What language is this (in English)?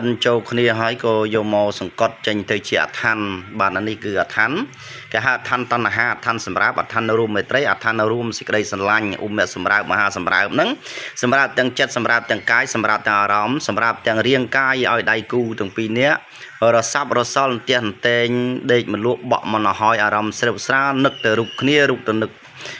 Khmer